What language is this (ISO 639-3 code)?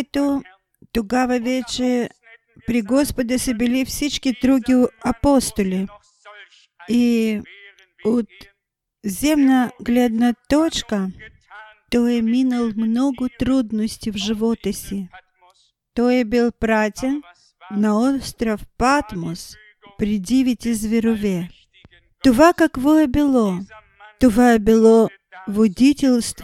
bul